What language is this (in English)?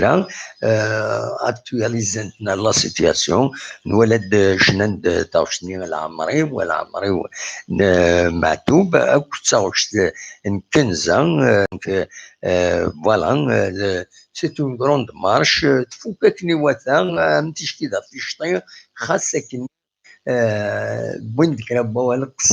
Kabyle